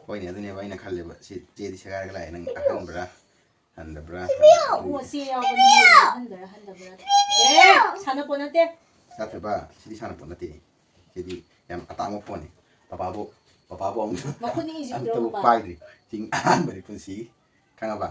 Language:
Manipuri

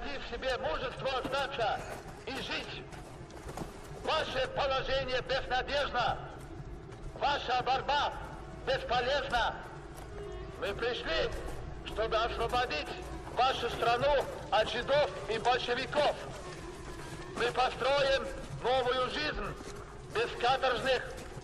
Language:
Russian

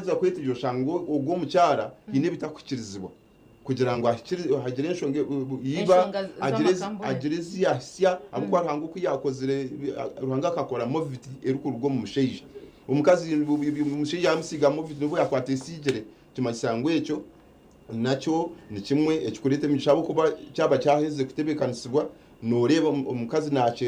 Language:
Nyankole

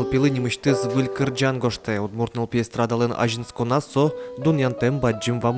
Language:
Udmurt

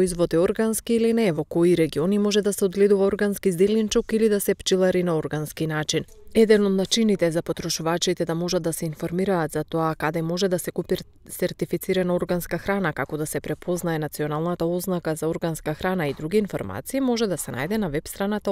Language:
Macedonian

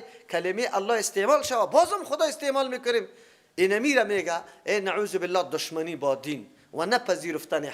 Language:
Persian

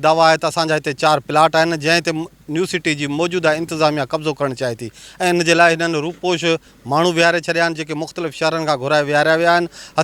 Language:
Sindhi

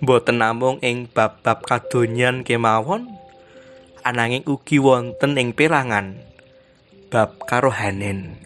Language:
Javanese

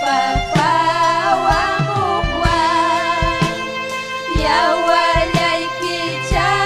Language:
Ayacucho Quechua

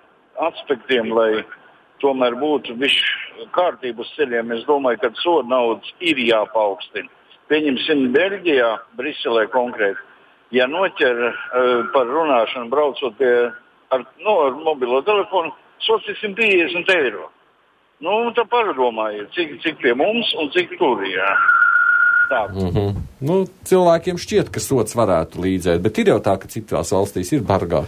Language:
Latvian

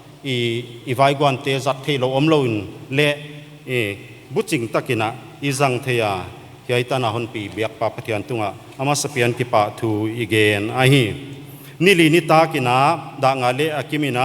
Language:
Paite Chin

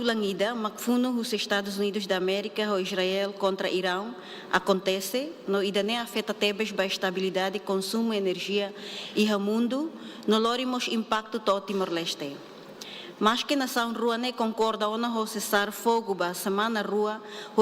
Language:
Tetum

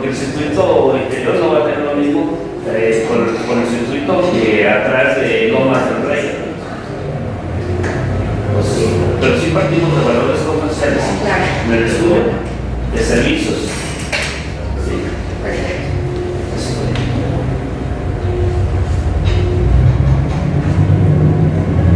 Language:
Spanish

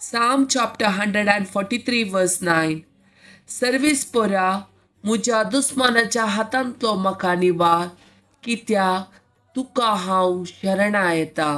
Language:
Konkani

